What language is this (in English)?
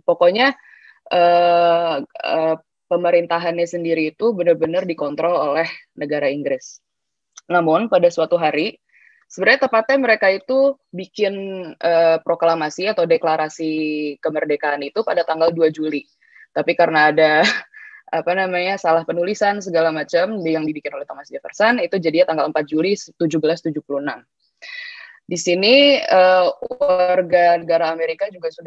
Indonesian